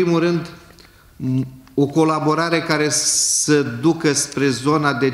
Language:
Romanian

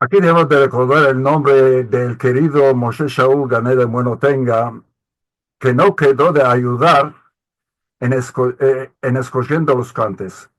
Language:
Ladino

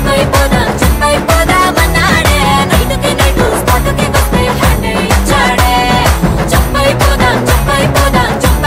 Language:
Telugu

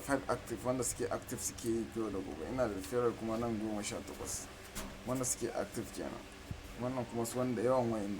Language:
Hausa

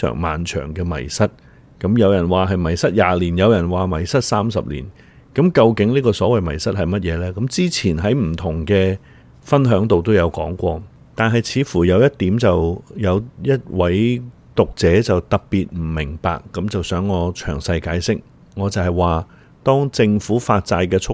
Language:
Cantonese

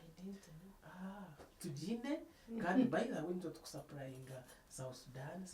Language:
Nyankole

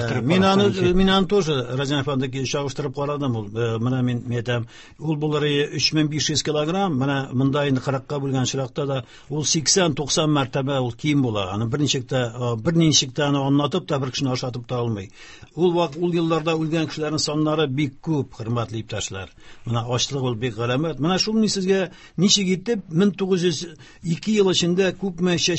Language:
Tatar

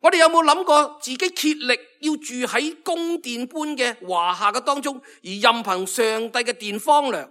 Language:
Cantonese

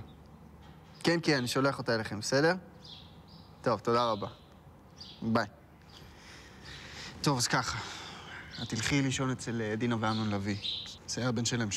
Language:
Hebrew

